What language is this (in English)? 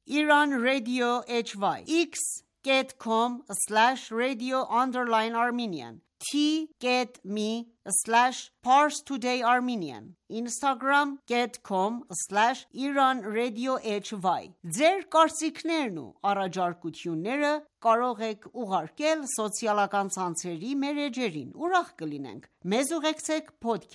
Armenian